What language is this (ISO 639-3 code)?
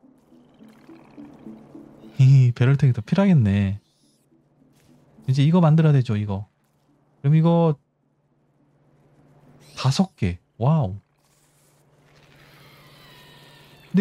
kor